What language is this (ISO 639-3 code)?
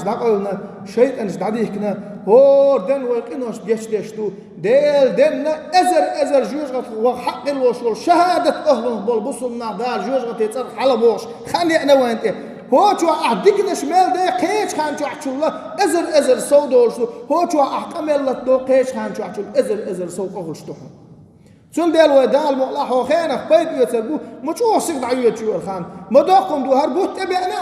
che